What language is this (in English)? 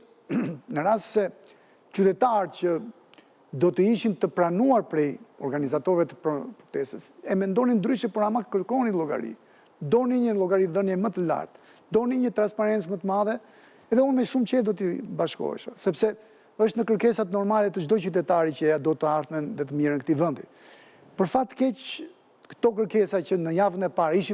Albanian